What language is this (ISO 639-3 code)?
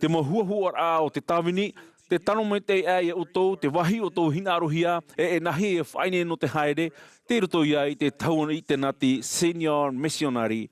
tah